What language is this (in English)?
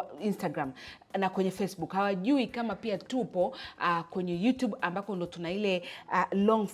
Swahili